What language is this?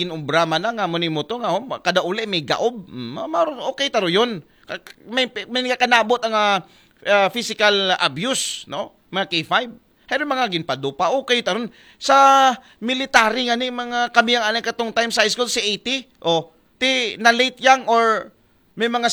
Aklanon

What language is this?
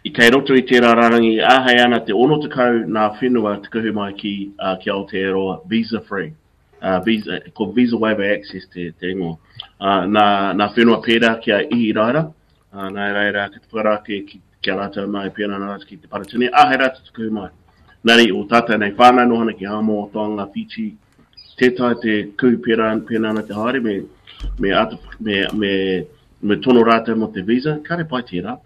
Māori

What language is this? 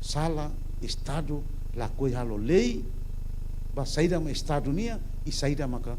Tetum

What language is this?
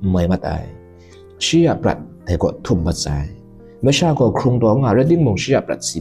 Kachin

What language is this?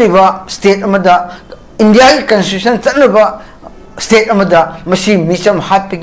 Manipuri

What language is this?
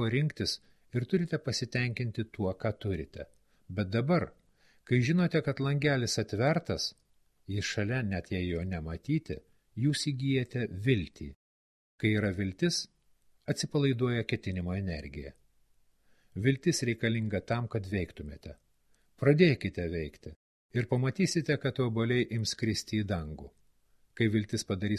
Lithuanian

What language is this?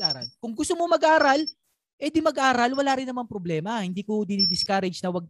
Filipino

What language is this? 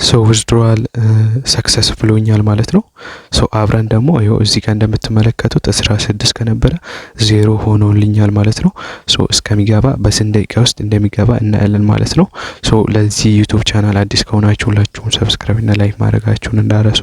Amharic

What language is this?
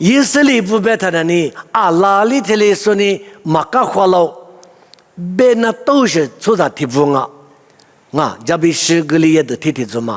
Lisu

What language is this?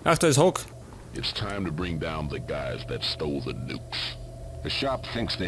Bavarian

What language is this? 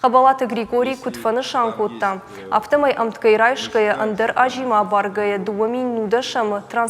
Ossetic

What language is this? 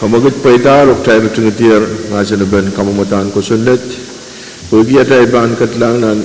Pohnpeian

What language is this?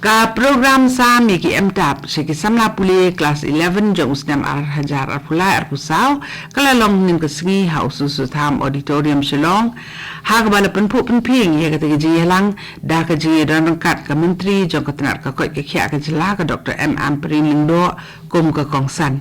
Khasi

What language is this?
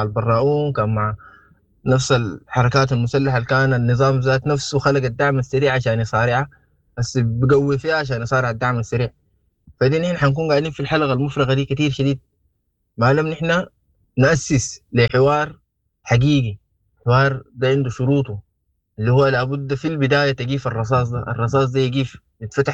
Sudanese Arabic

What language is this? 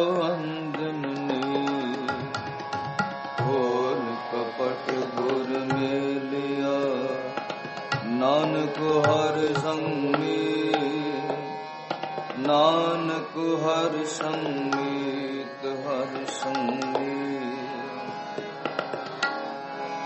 Punjabi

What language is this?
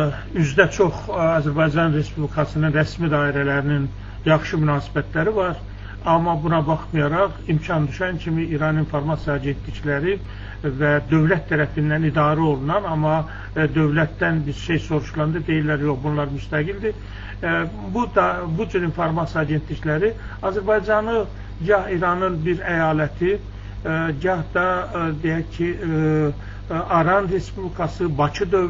Azerbaijani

